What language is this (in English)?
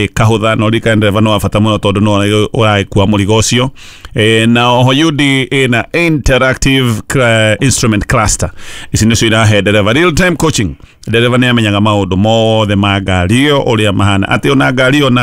Kikuyu